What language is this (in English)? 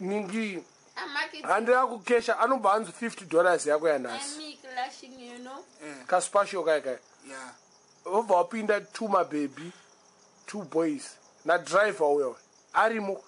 Shona